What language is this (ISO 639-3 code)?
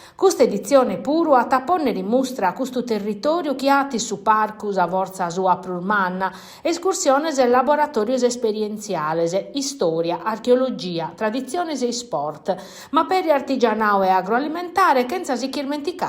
srd